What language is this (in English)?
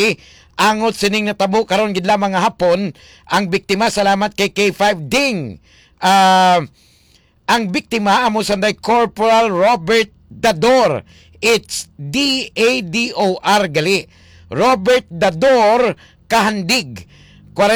Hiligaynon